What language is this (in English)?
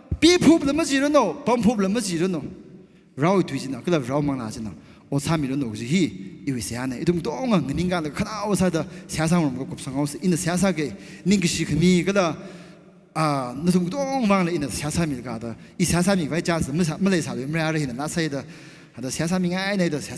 Tangkhul Naga (India)